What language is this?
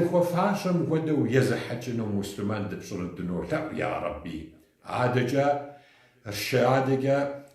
Kabardian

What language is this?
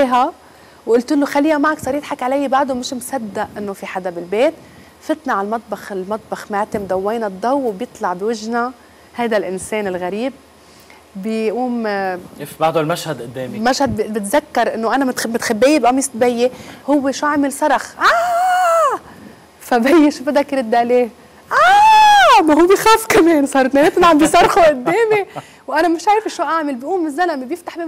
North Levantine Arabic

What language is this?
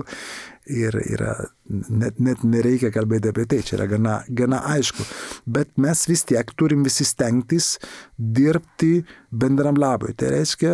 Lithuanian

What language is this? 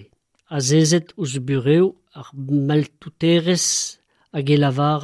Breton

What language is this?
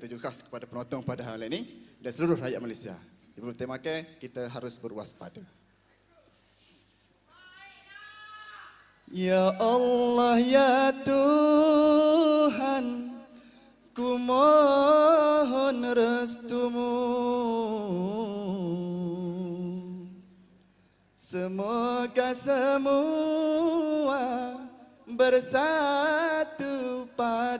Malay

